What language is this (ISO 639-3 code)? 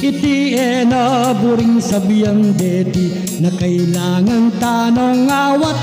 pam